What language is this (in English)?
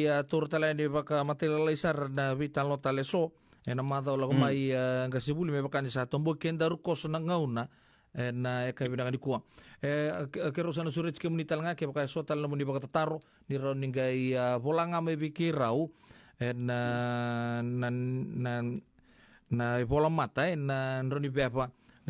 Fijian